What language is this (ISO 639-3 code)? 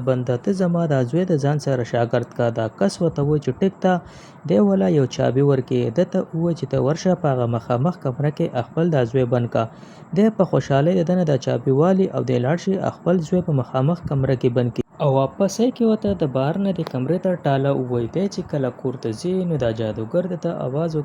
pus